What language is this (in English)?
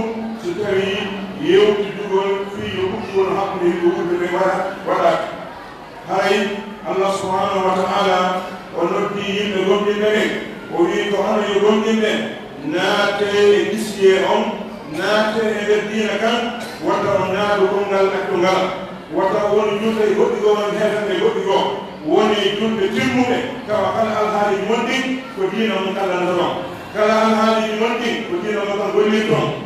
Pular